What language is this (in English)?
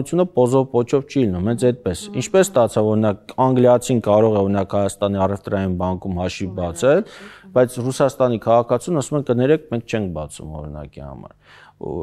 Armenian